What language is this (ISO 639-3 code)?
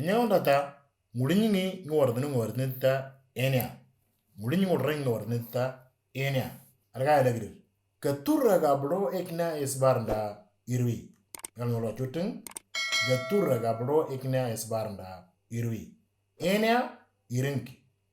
mor